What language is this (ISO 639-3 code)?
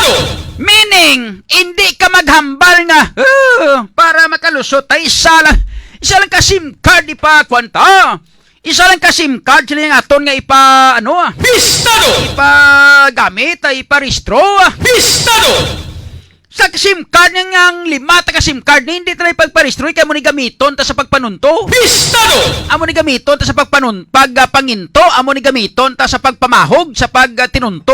hil